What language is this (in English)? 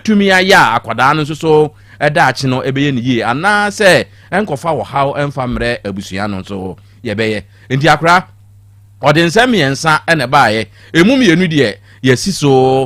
Akan